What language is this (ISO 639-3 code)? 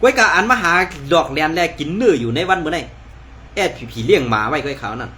shn